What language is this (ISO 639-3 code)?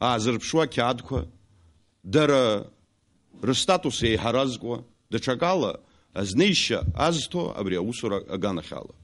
abk